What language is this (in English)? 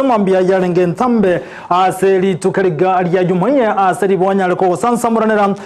Gusii